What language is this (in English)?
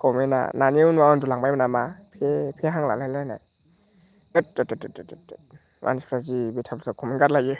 Bodo